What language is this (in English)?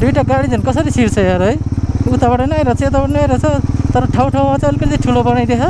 Nepali